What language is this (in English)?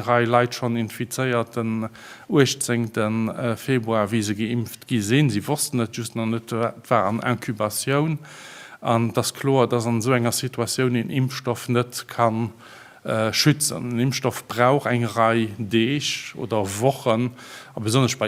Luxembourgish